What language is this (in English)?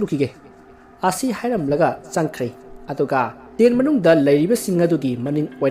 Manipuri